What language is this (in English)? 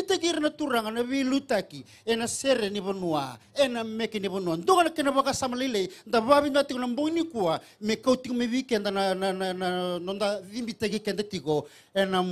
Fijian